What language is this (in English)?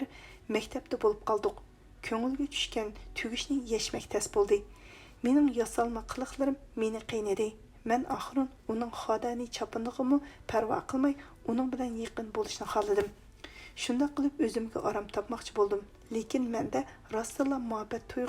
Uyghur